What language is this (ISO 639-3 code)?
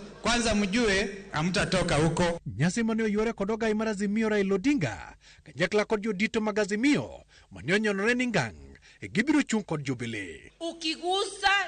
luo